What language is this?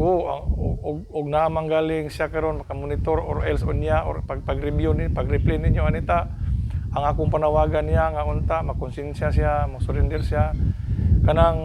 Cebuano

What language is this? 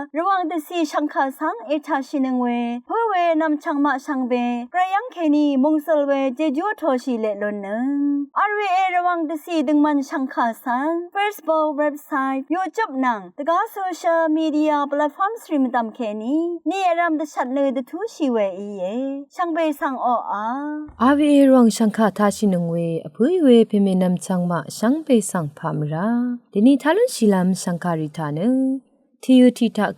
Rawang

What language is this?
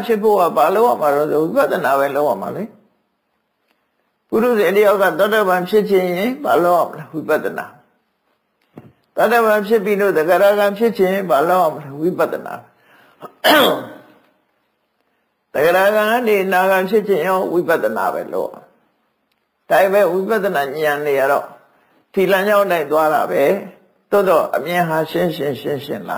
Burmese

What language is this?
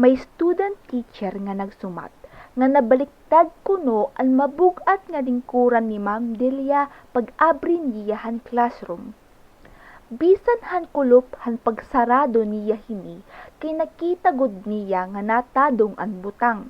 Waray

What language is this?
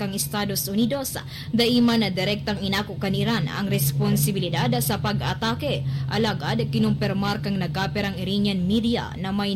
Bikol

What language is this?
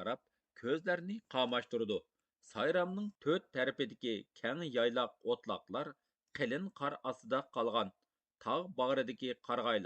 Uyghur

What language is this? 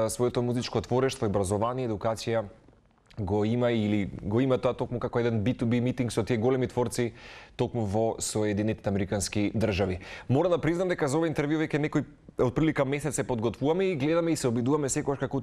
Macedonian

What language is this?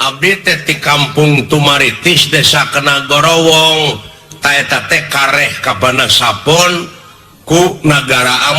Sundanese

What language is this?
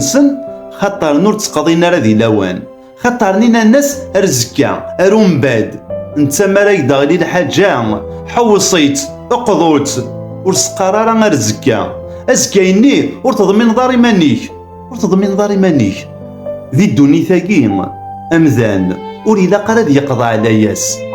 Kabyle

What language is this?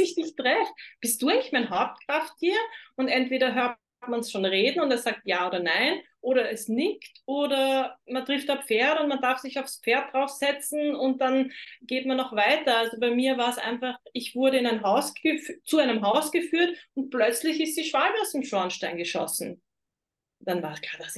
German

